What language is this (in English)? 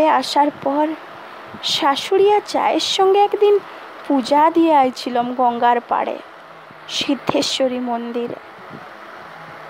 Bangla